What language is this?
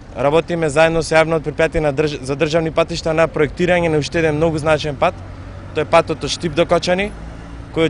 Macedonian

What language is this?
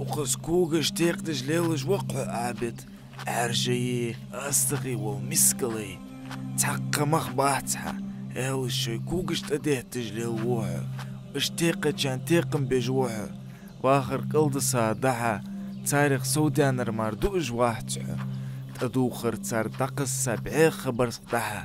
Ingush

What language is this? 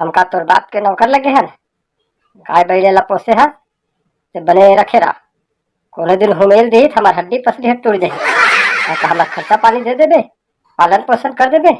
Chhattisgarhi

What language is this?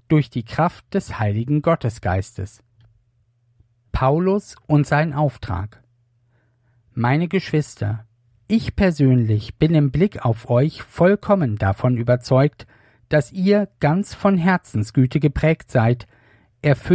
German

